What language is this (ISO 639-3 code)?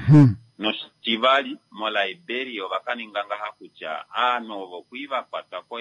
swa